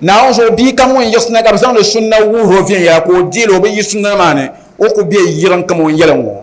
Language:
Dagbani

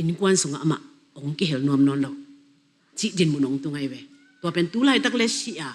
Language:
Tedim Chin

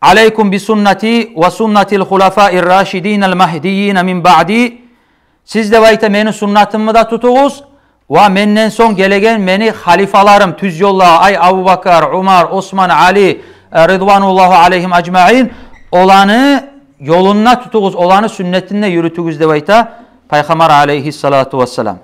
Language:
Kumyk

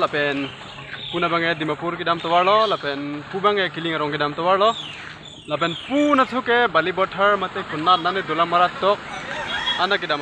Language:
Karbi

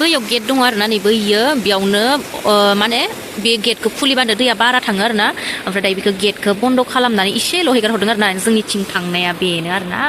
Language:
Bodo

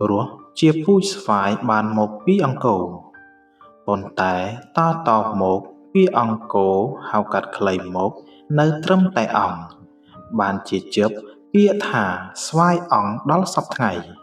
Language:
Khmer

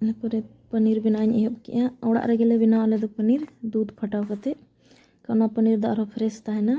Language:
Santali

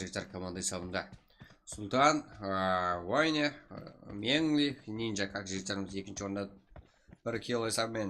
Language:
Kara-Kalpak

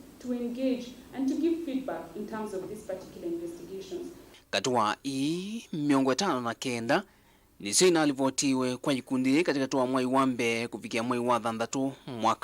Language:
Kamba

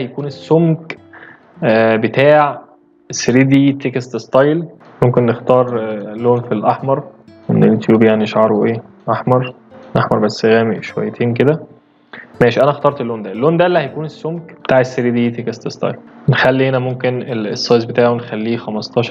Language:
Egyptian Arabic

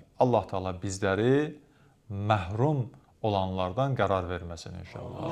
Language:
Azerbaijani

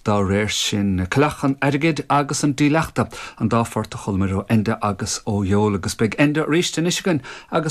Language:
Irish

